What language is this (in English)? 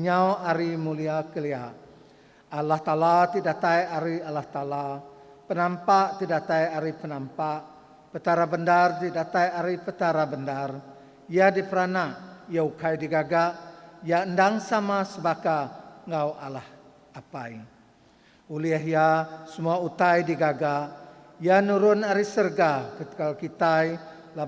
Iban